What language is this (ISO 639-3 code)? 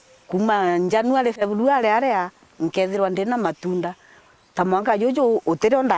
mer